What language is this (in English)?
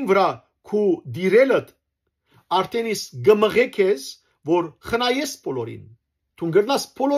Western Armenian